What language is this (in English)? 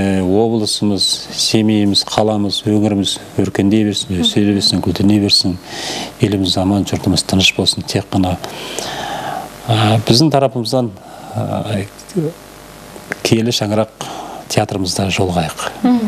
Kazakh